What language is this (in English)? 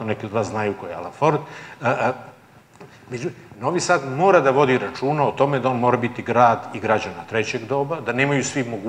Serbian